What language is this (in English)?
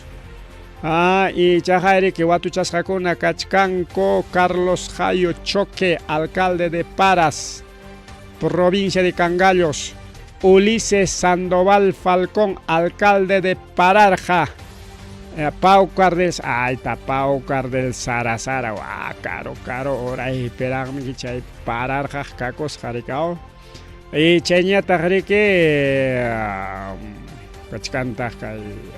Ayacucho Quechua